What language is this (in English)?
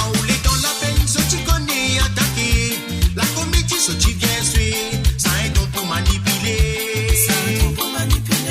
Morisyen